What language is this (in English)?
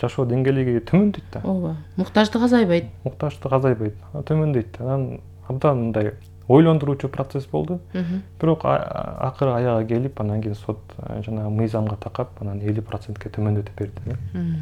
Kyrgyz